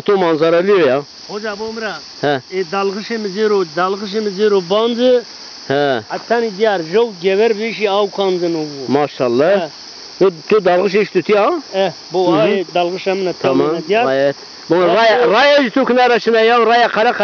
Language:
Zaza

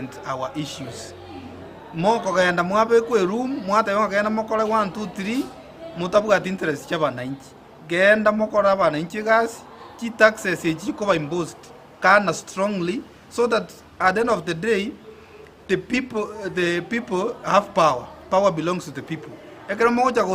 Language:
Gusii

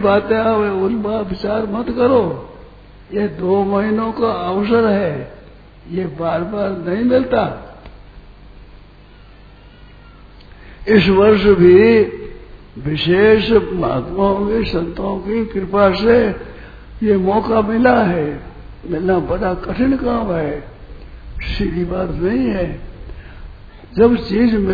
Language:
Hindi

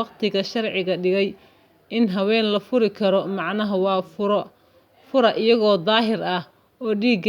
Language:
Somali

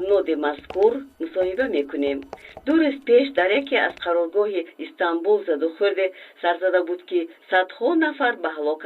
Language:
Tajik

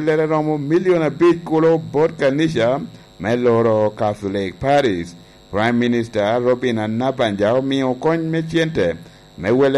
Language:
Lango (Uganda)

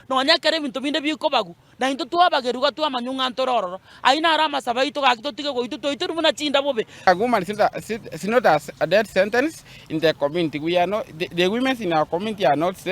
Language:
Gusii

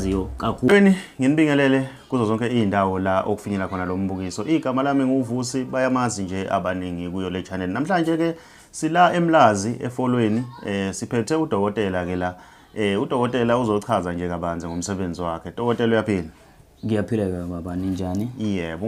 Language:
Zulu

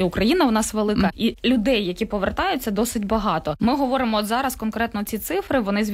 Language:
Ukrainian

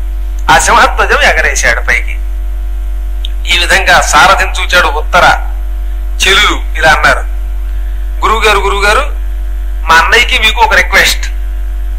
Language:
Telugu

